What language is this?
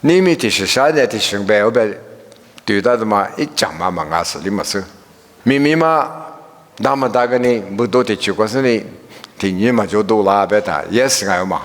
Lisu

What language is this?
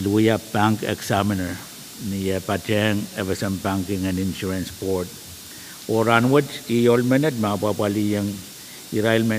Pohnpeian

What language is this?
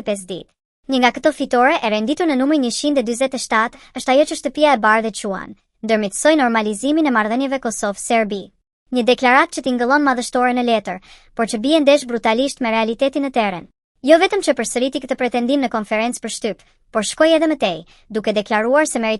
Albanian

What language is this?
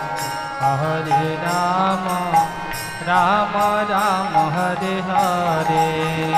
Bangla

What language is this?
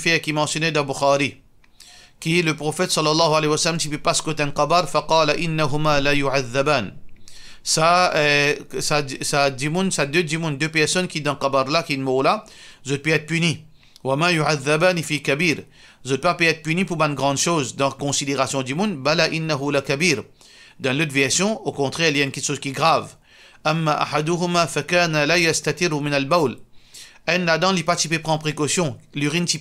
Morisyen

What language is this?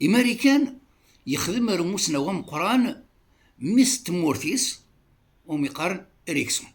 Kabyle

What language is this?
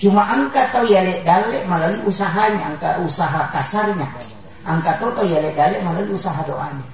Buginese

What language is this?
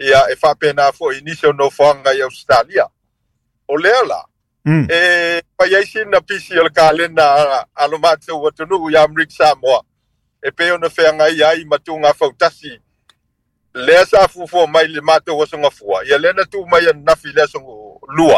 Samoan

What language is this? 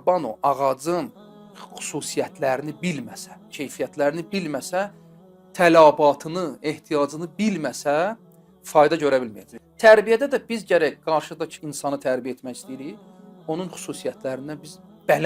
Azerbaijani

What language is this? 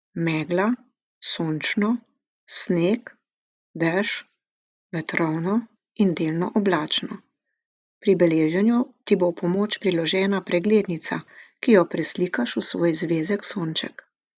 Slovenian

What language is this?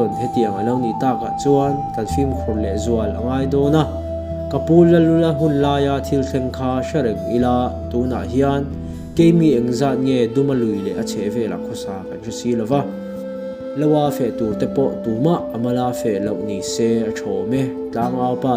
Mizo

